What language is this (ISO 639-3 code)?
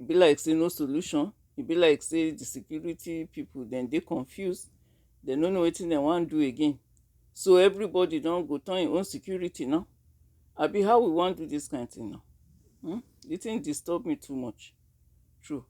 pcm